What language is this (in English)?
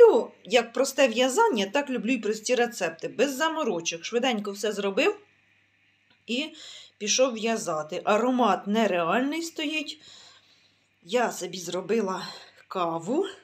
Ukrainian